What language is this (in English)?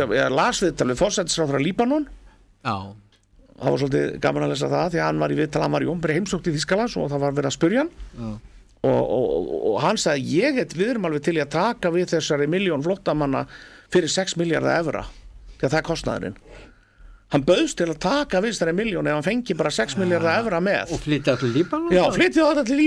Icelandic